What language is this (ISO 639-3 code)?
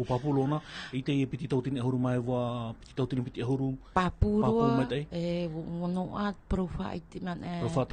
tah